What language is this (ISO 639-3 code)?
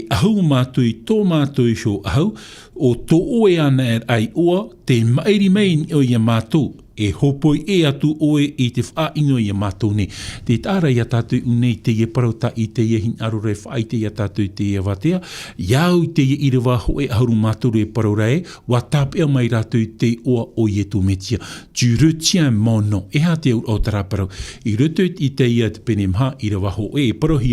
tah